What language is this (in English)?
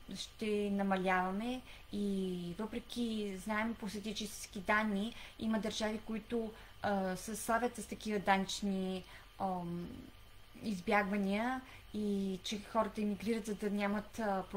Bulgarian